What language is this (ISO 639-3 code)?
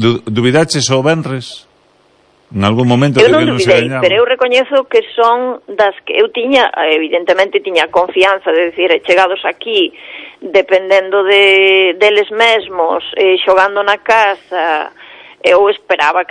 glg